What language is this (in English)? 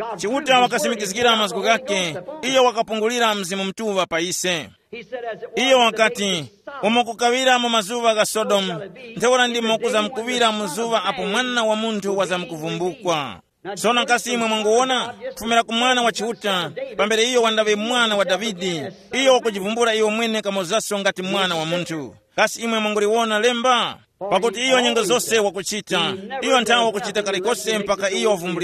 Tumbuka